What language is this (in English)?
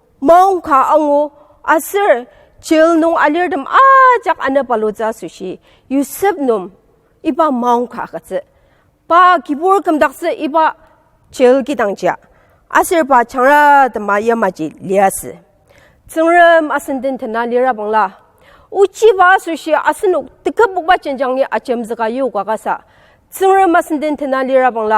Ao Naga